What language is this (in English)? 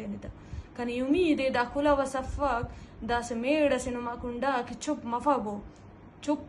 Eastern Balochi